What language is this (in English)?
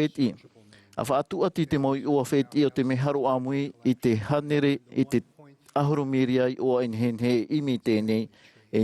Tahitian